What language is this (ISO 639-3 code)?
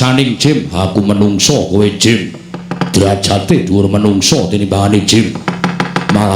jav